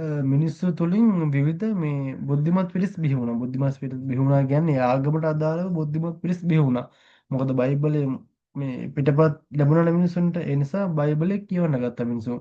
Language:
Sinhala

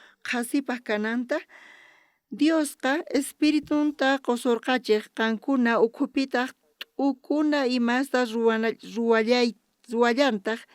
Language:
South Bolivian Quechua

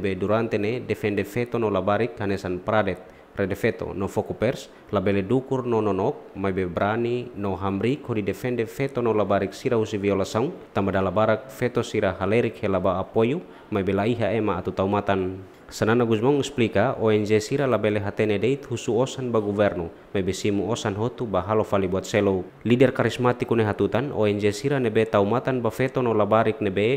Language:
Tetum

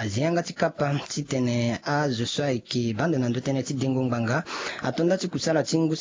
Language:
Sango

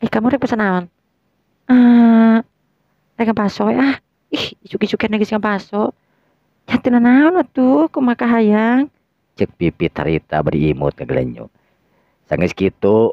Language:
Sundanese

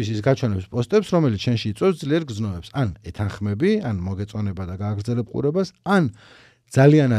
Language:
Georgian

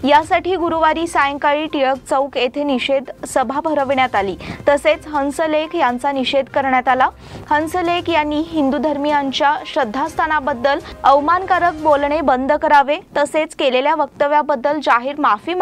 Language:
Marathi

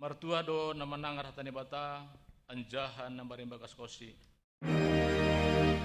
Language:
Batak Simalungun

